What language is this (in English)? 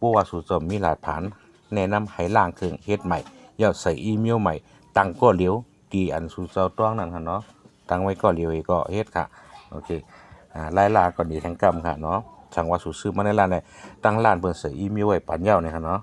Shan